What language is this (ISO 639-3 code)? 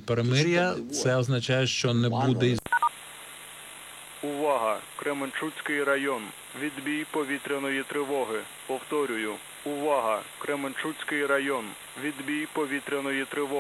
ukr